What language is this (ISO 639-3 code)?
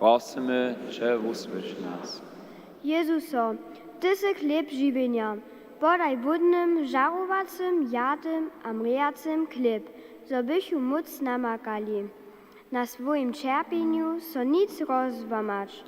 hsb